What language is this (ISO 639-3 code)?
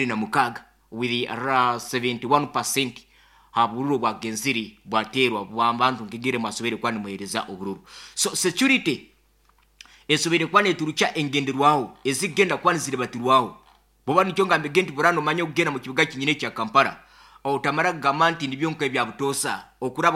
nyn